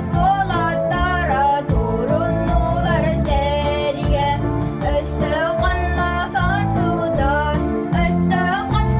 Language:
Yakut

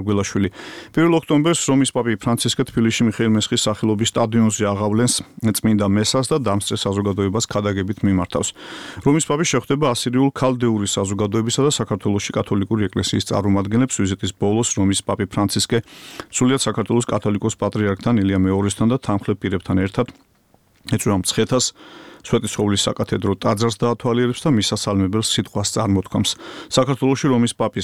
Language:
Georgian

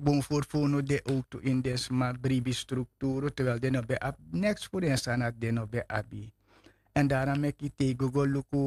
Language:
Sranan Tongo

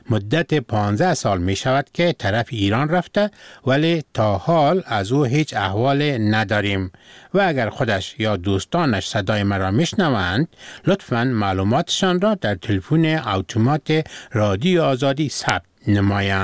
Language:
Persian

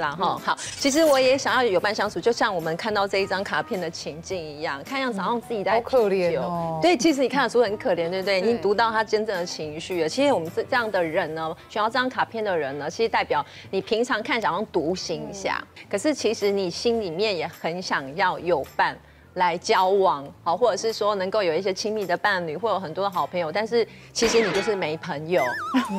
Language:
Chinese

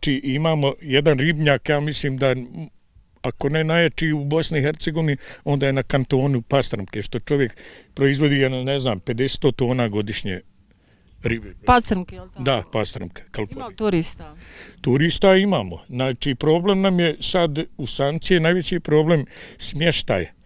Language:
Bosnian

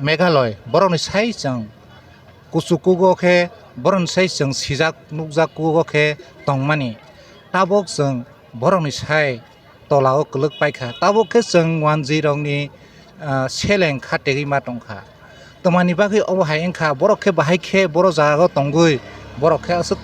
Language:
Kok Borok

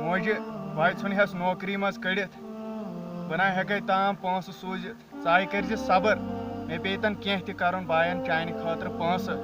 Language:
Kashmiri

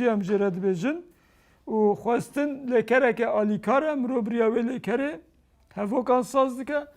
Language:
Kurdish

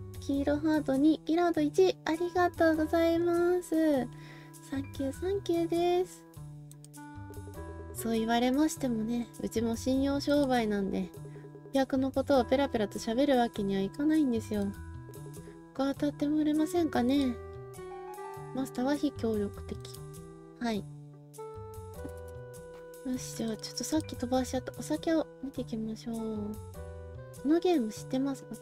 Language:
Japanese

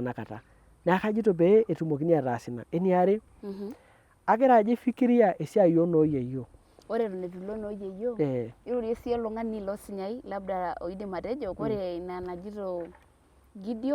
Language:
Masai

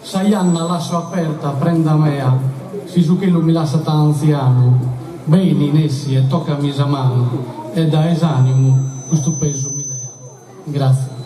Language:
Sardinian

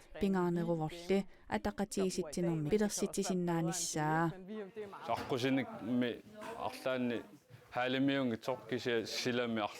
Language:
Kalaallisut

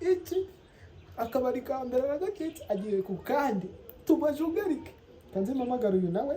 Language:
Kinyarwanda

